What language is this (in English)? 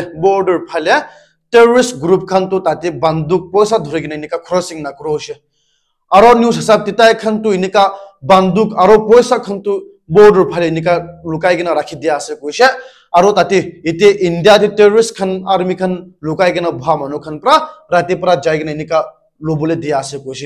Naga Pidgin